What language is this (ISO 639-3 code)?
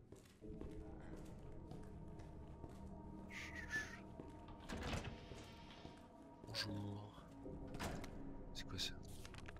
fra